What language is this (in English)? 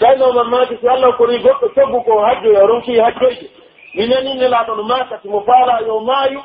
Pular